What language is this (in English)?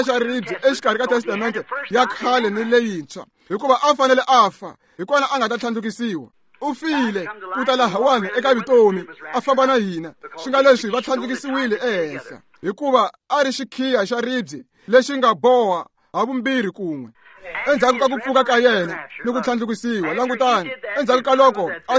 Tsonga